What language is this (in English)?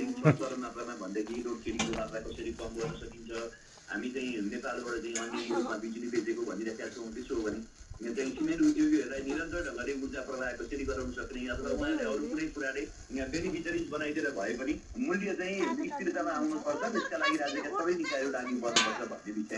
Nepali